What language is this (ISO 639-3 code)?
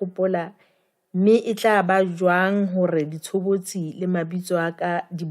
sot